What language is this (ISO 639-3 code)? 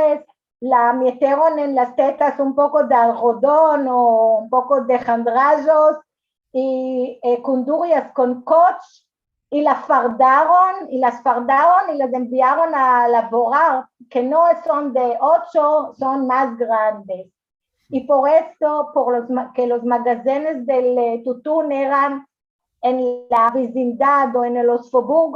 lad